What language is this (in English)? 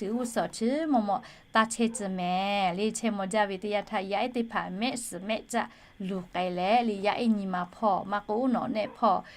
Lahu